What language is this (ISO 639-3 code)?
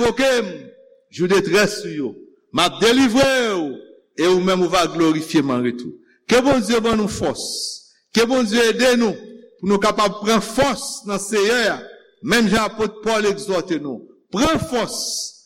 hat